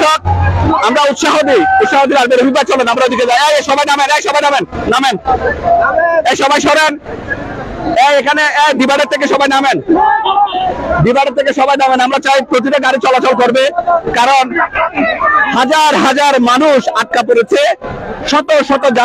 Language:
Bangla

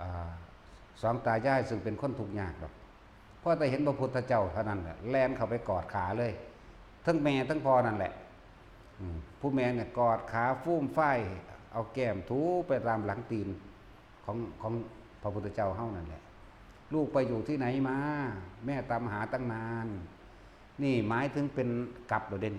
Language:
Northeastern Thai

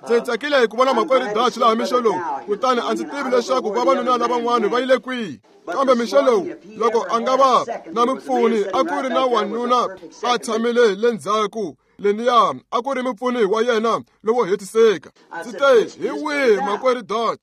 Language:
Tsonga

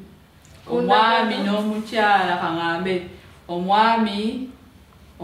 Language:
Ganda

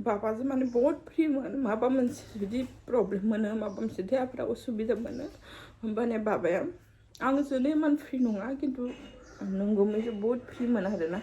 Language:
Bodo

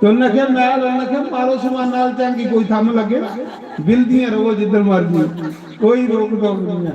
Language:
Dogri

